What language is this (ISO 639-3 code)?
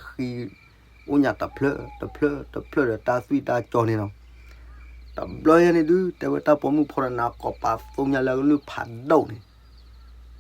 ksw